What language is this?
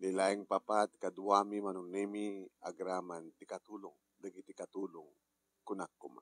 Iloko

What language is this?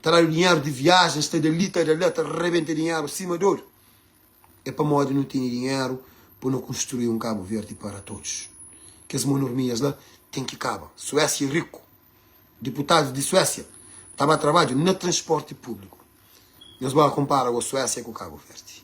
Kabuverdianu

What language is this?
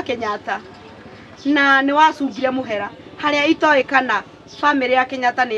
Kikuyu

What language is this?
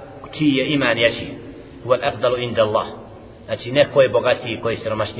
Bosnian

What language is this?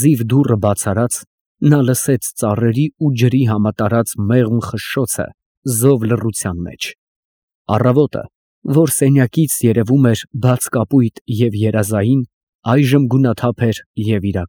Armenian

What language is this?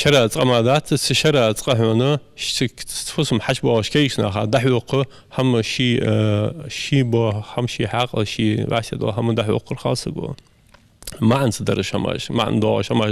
Ingush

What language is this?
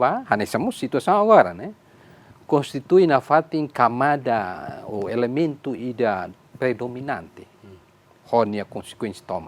Tetum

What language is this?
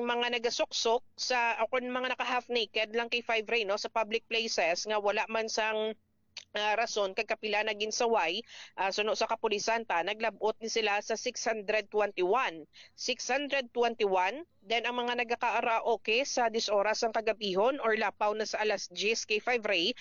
Hiligaynon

